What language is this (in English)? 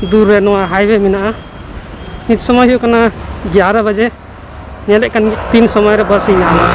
Santali